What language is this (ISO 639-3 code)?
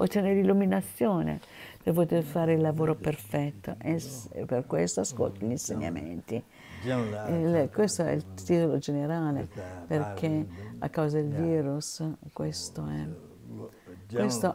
ita